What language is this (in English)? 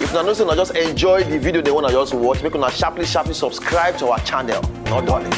Nigerian Pidgin